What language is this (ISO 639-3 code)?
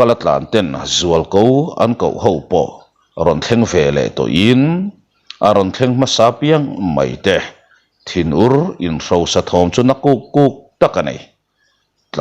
lus